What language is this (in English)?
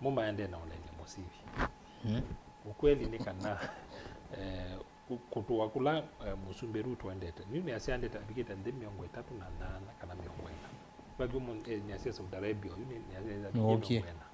Kamba